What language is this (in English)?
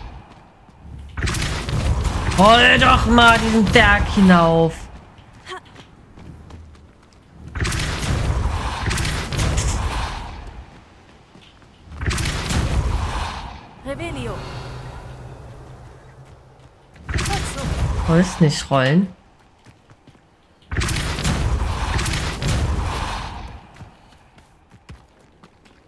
German